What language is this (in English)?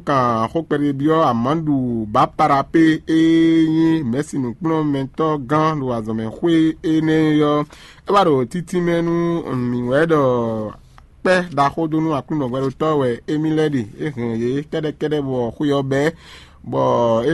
Fon